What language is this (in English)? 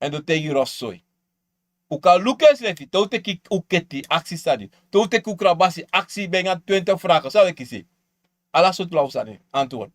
Sranan Tongo